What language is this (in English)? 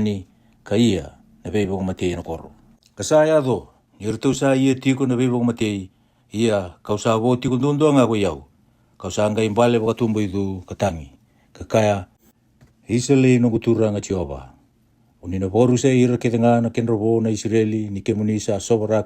Fijian